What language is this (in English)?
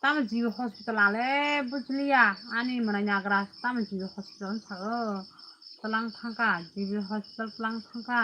Kok Borok